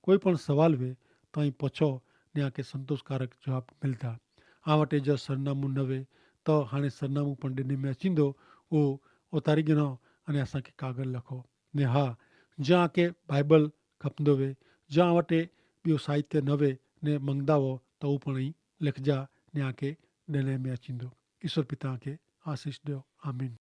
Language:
Kachhi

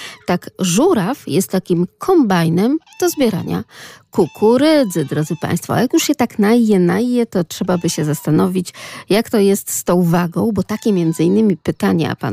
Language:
Polish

